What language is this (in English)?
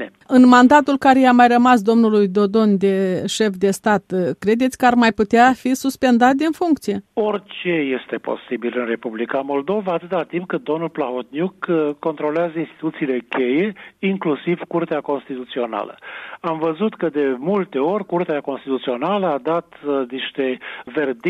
Romanian